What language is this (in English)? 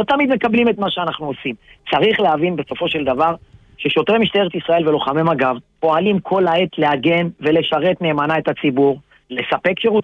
Hebrew